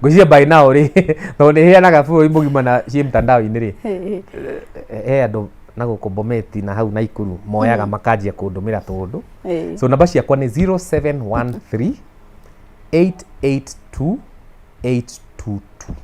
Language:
Kikuyu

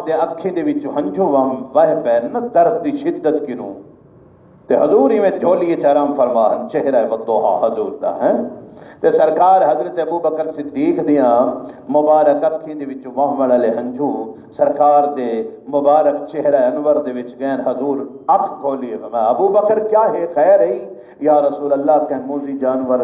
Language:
Saraiki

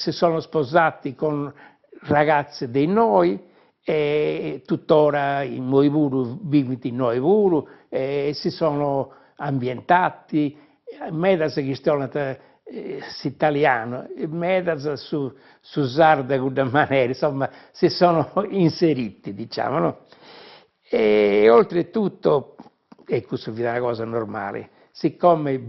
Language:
Sardinian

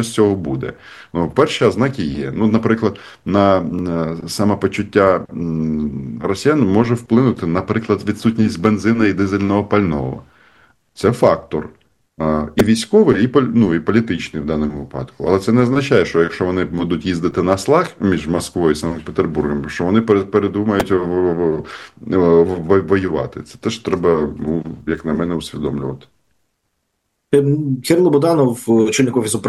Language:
Ukrainian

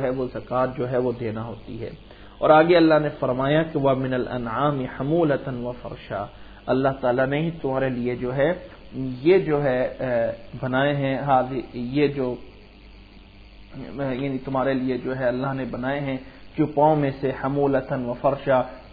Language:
Urdu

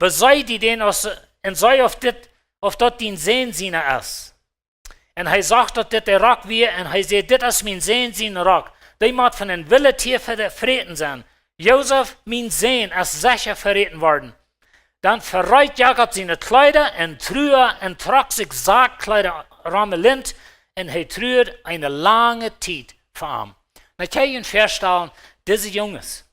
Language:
Plautdietsch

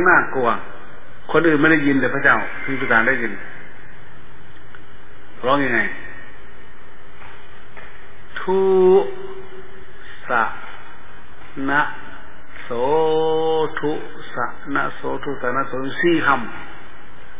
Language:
Thai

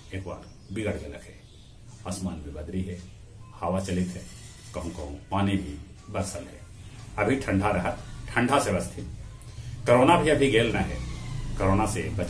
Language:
Magahi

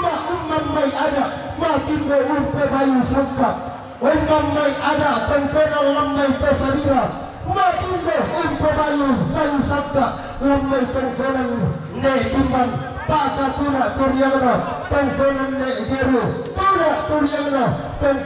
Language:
Toraja-Sa'dan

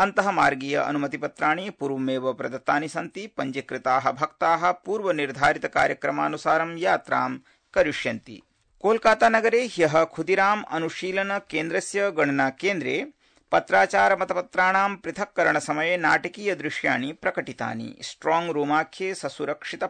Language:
Sanskrit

